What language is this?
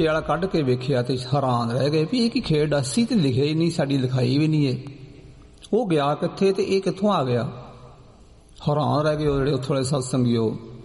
Punjabi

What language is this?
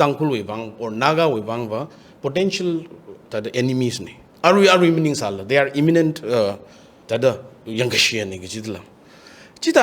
Tangkhul Naga (India)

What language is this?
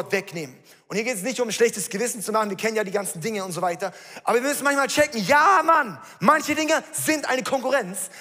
Swiss German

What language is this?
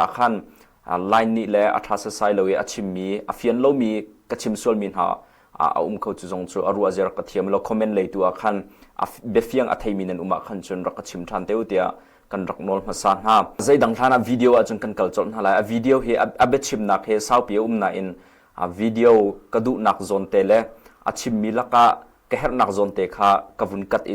Hakha Chin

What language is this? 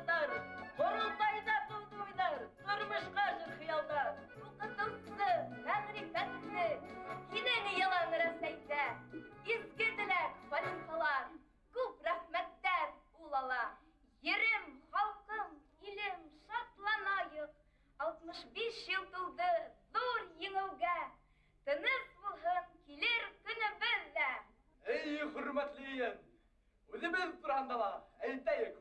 Bashkir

